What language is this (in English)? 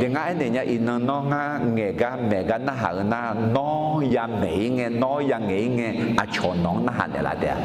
Akha